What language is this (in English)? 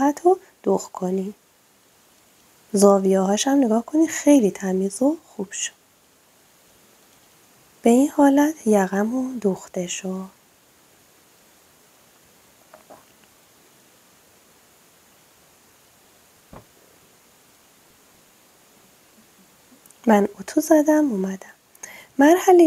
Persian